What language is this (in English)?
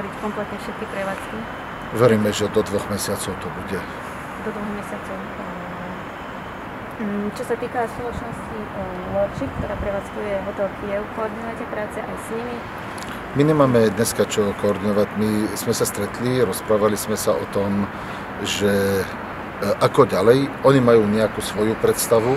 Slovak